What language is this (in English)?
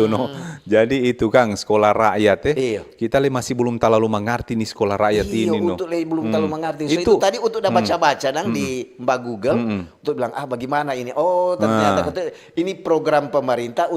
Manado Malay